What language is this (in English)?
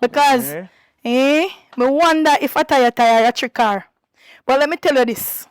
Jamaican Creole English